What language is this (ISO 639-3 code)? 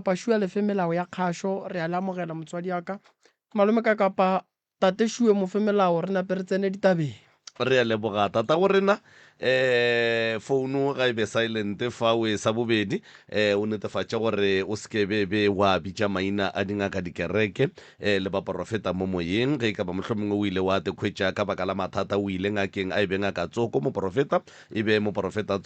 nso